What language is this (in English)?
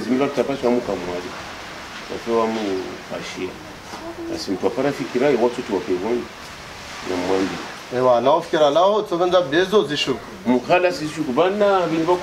Swahili